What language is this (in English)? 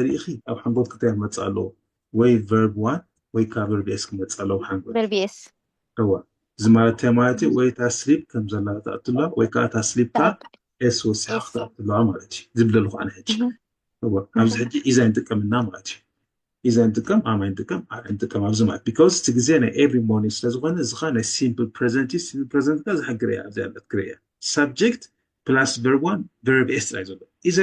Tigrinya